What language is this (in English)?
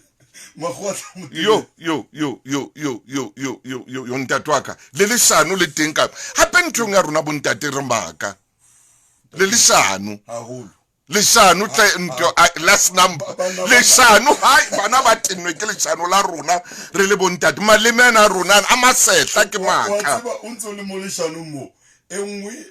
Southern Sotho